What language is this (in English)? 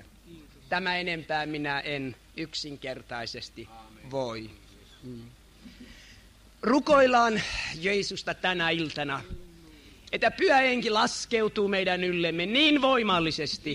Finnish